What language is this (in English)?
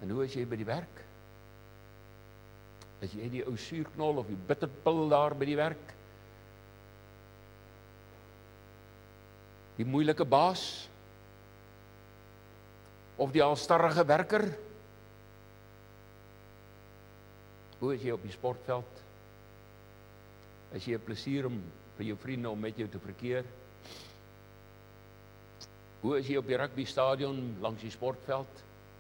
Afrikaans